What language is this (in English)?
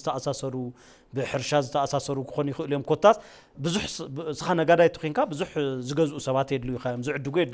Tigrinya